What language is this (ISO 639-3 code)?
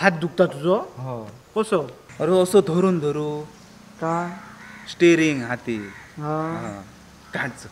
kok